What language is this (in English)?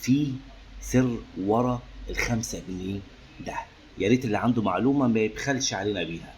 Egyptian Arabic